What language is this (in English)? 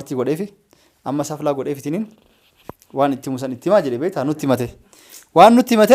Oromo